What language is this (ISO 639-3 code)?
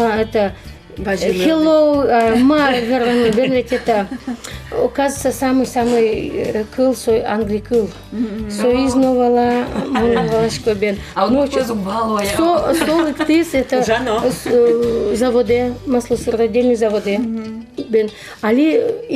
udm